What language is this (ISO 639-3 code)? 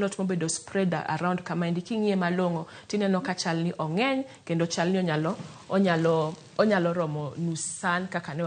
luo